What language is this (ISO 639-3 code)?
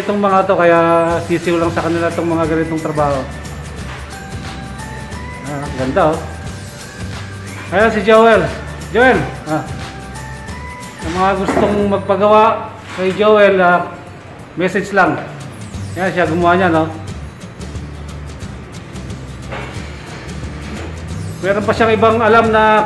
fil